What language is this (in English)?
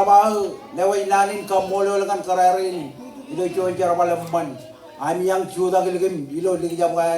Marshallese